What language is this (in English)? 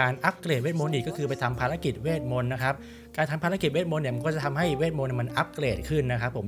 Thai